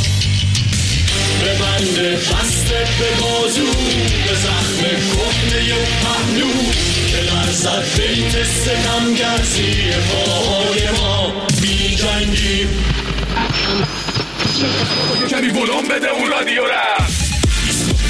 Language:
Persian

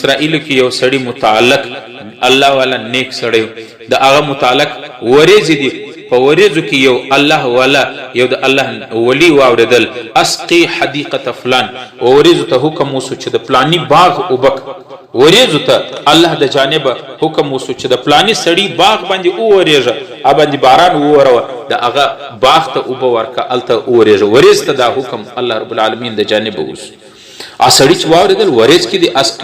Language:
Pashto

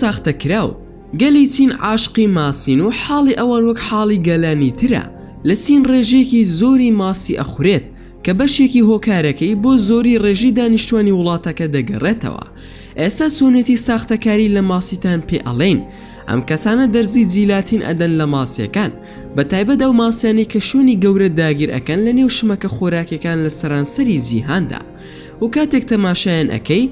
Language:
Central Kurdish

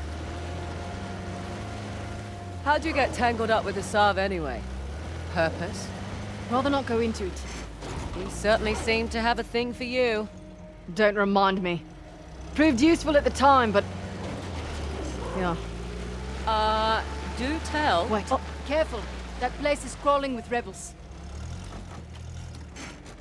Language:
English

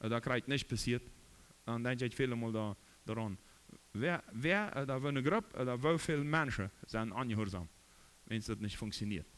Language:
Plautdietsch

